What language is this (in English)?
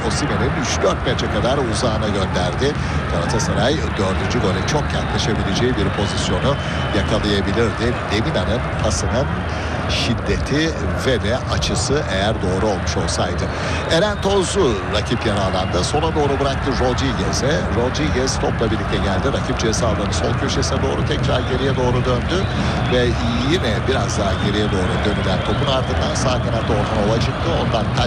Turkish